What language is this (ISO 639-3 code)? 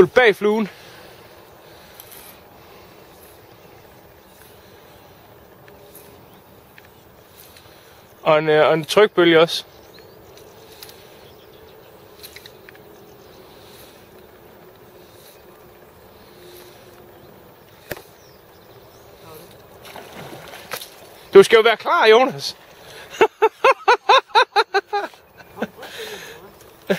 dan